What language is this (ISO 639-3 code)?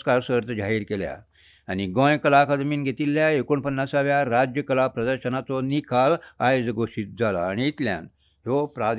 kok